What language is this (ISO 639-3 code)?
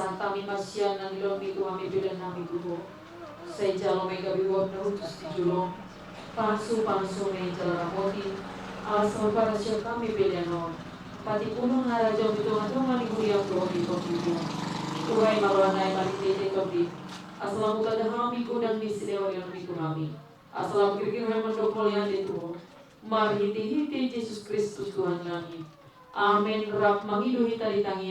bbc